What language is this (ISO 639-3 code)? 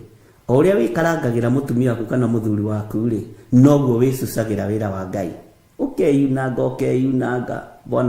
kik